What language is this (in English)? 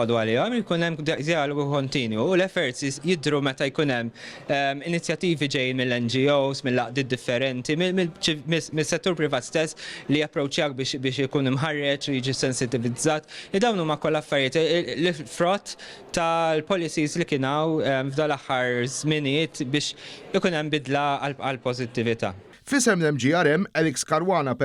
Maltese